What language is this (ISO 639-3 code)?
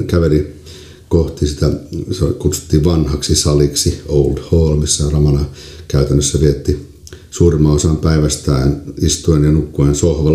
fin